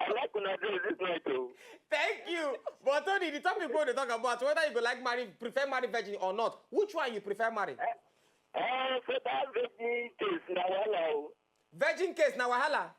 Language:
Nigerian Pidgin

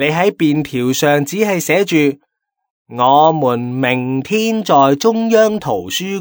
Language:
Cantonese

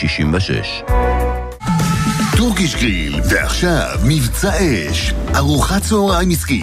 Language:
Hebrew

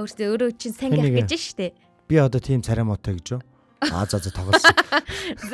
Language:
Mongolian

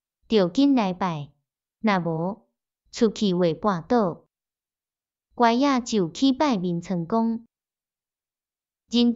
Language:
Min Nan Chinese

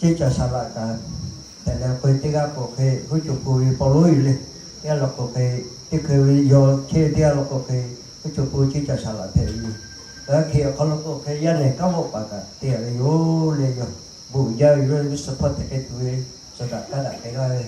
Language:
Lahu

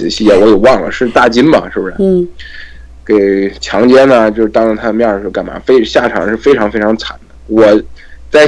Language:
Chinese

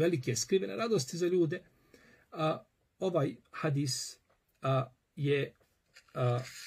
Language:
Bosnian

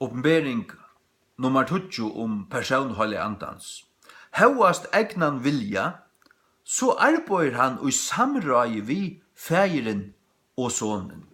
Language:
Faroese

